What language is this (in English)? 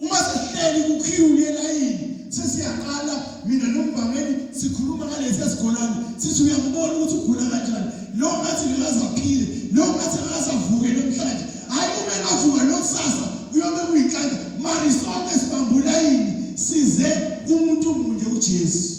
Zulu